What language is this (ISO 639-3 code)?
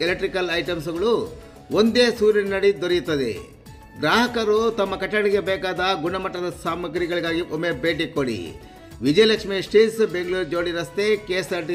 kan